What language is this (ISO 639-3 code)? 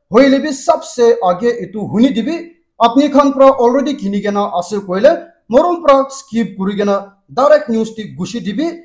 nag